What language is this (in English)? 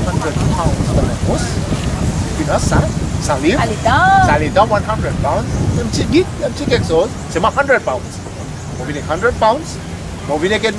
Seselwa Creole French